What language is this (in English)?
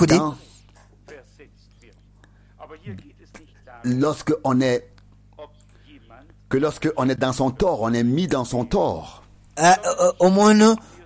Kinyarwanda